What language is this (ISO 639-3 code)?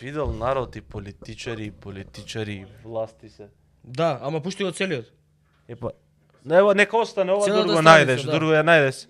mkd